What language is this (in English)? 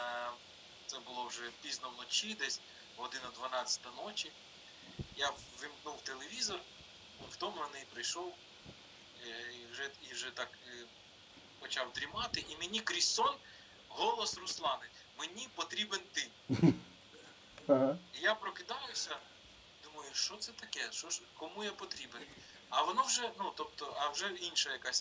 Ukrainian